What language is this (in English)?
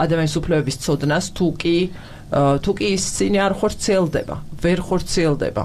Georgian